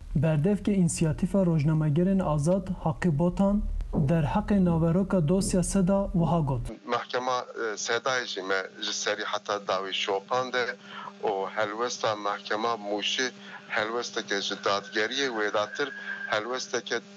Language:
Kurdish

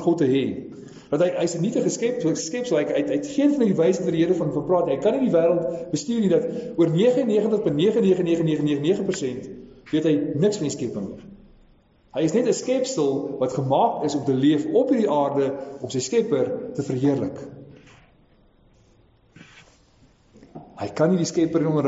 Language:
Afrikaans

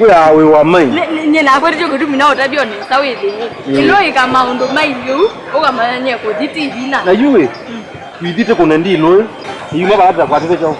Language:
Kamba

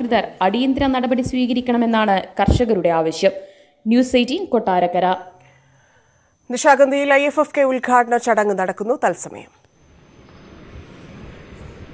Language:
Malayalam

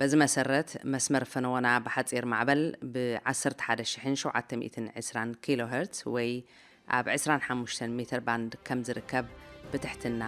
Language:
Tigrinya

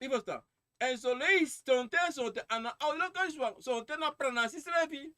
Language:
Sranan Tongo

